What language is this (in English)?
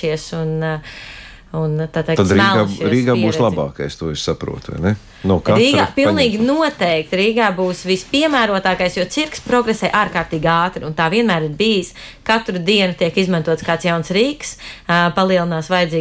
Latvian